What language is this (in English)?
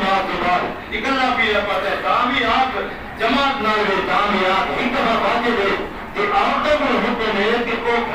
Saraiki